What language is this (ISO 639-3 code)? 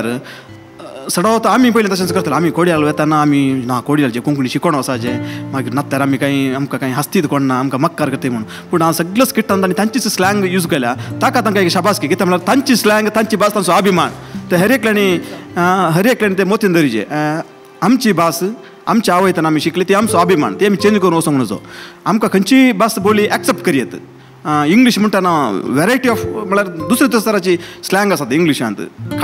kok